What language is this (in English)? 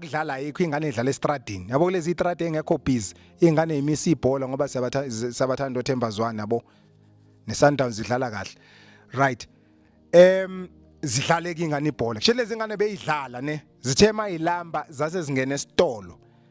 Zulu